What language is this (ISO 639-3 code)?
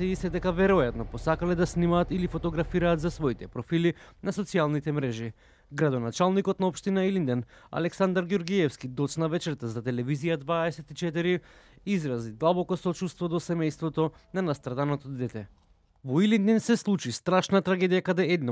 mkd